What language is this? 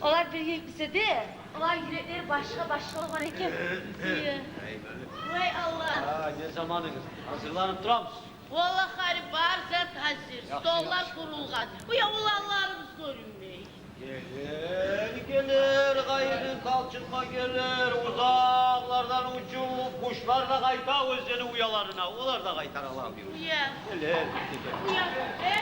Kumyk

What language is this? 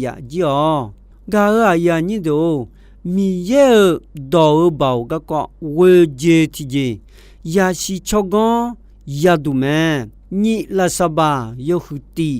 Akha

